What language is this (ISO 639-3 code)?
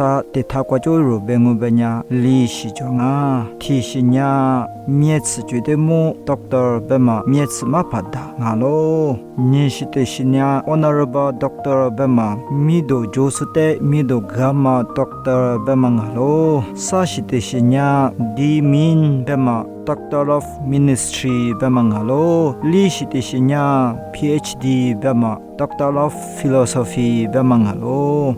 lis